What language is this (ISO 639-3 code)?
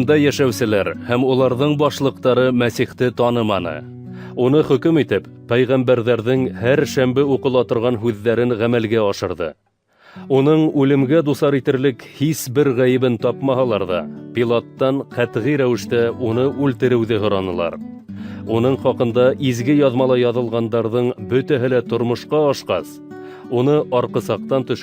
bak